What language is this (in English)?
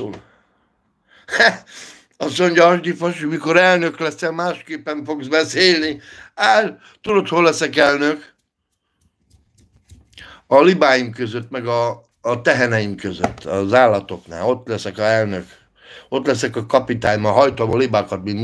Hungarian